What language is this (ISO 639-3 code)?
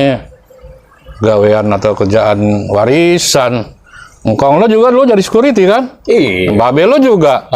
bew